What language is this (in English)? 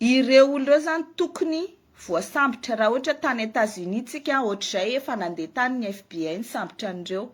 Malagasy